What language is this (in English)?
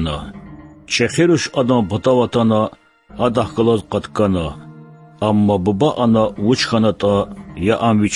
Lezghian